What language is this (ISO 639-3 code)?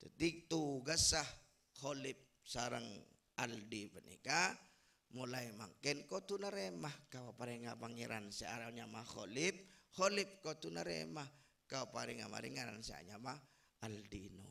mad